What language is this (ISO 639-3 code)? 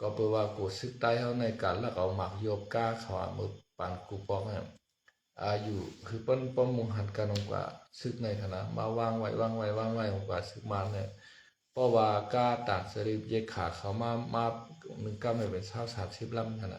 shn